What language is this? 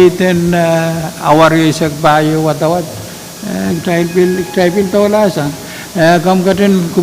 Pohnpeian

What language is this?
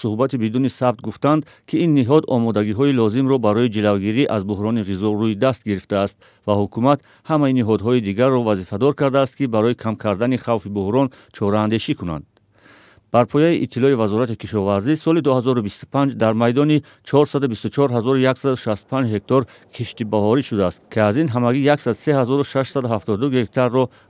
Tajik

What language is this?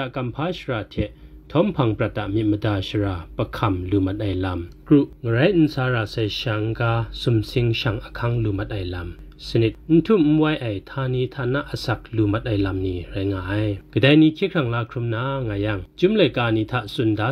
Kachin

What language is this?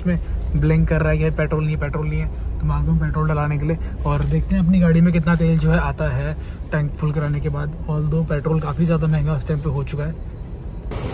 Hindi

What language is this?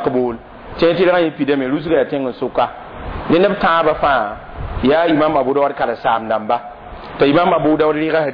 Mossi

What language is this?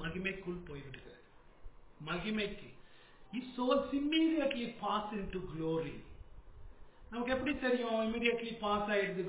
Tamil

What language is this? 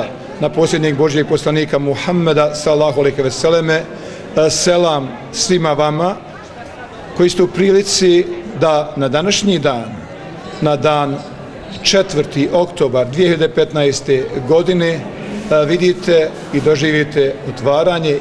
Bosnian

